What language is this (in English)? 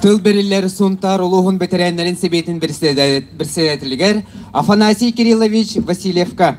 Yakut